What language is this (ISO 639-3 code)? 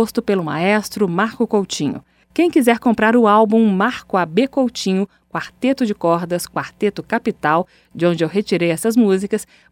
por